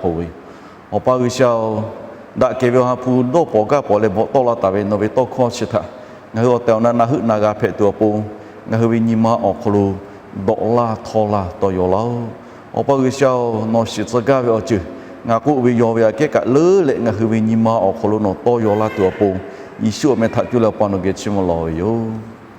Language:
Lahu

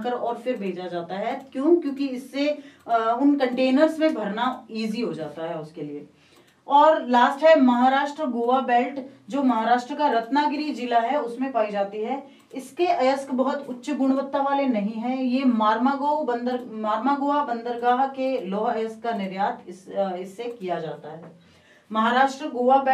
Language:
Hindi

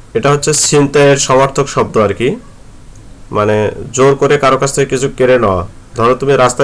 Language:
Bangla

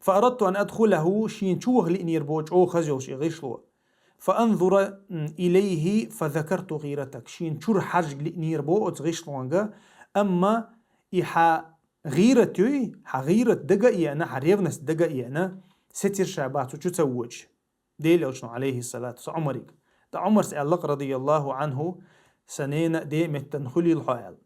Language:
Chechen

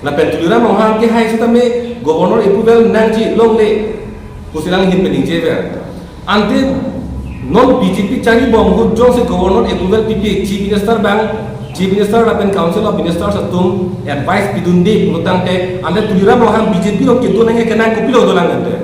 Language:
Karbi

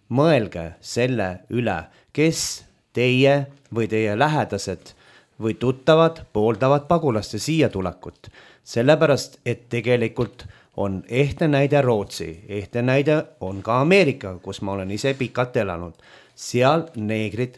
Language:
Estonian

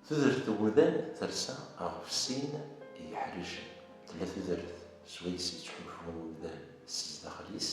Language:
Kabyle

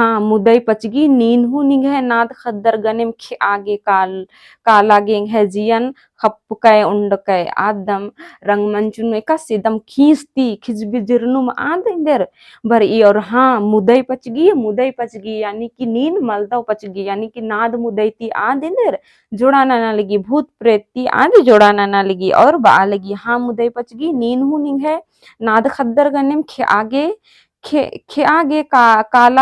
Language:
Kurukh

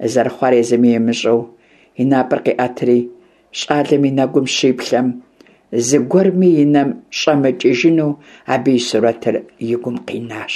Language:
Kabardian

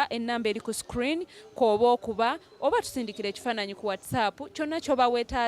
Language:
Ganda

